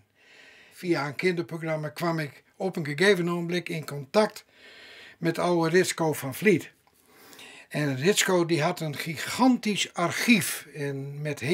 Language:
Western Frisian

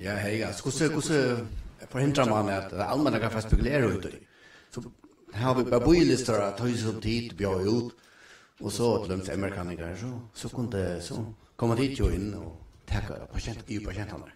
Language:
Faroese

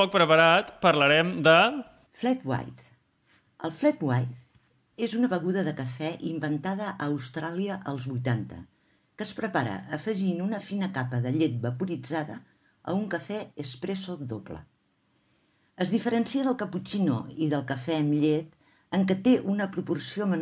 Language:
Catalan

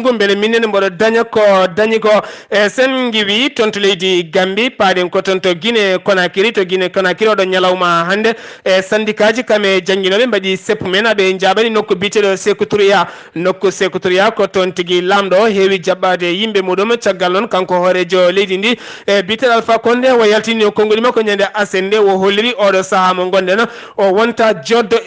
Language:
Fula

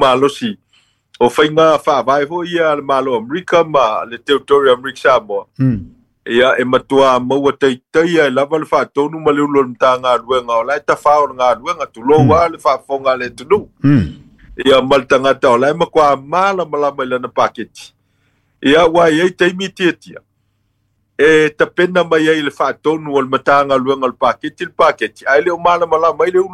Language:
Samoan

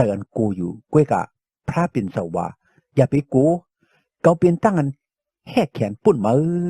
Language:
Shan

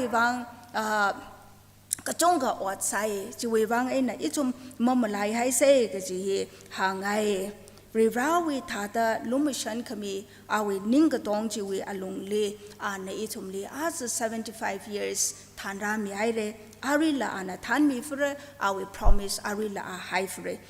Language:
Tangkhul Naga (India)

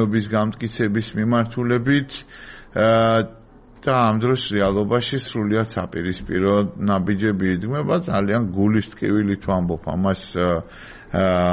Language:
Georgian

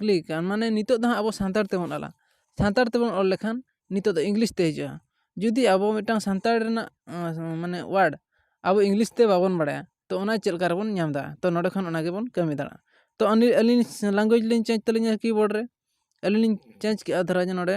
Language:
Santali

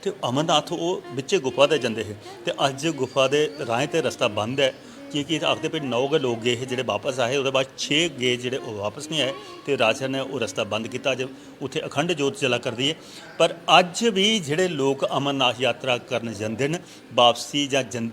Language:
Dogri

